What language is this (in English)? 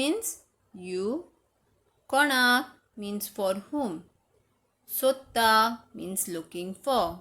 Konkani